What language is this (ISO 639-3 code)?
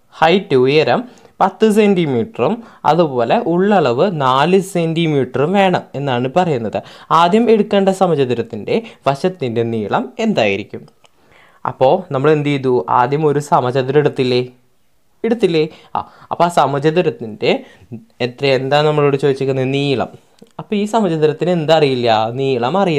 mal